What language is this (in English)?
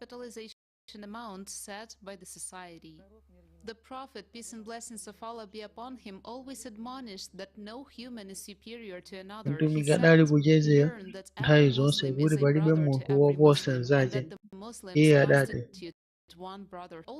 Nyanja